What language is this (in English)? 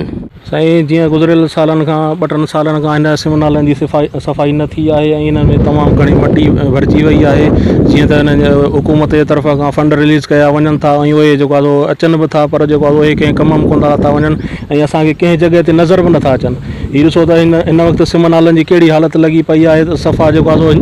Sindhi